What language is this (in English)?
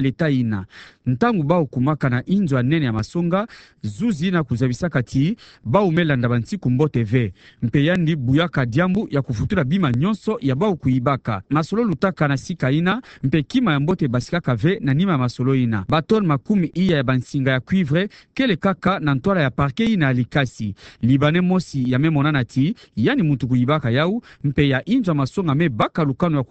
Kituba (Democratic Republic of Congo)